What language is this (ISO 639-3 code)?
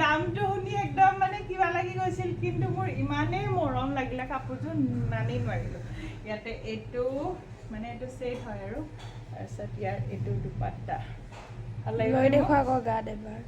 asm